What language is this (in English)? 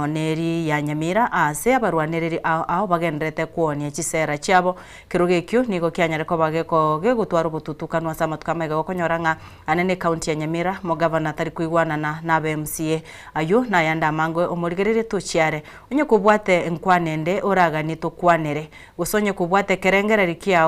Gusii